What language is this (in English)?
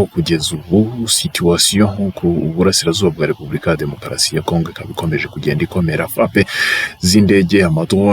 Kinyarwanda